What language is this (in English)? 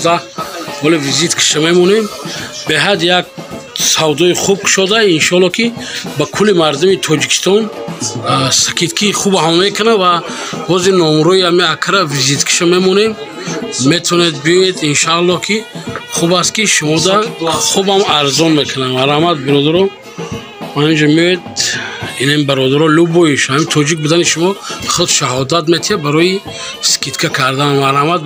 Tajik